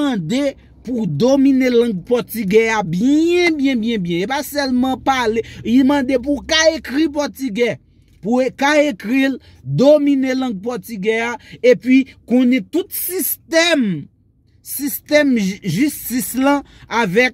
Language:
Haitian Creole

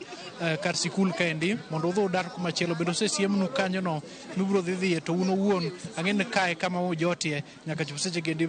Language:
Luo (Kenya and Tanzania)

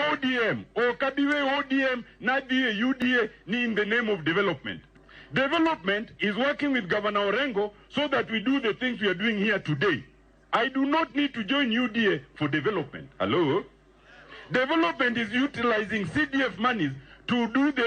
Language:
Luo (Kenya and Tanzania)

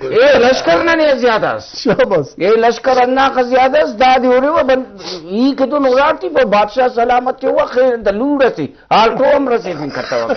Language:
Brahui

